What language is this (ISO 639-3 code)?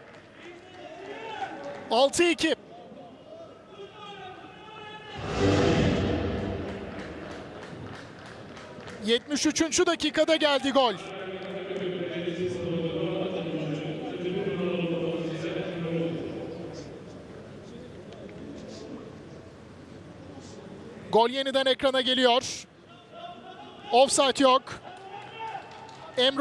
tur